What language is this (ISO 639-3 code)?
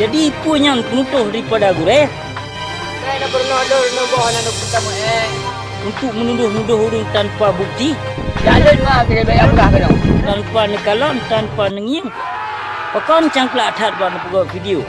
ace